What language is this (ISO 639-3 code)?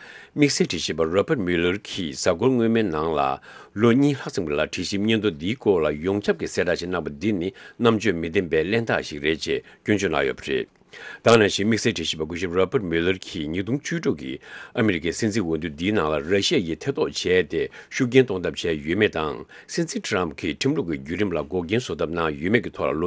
bod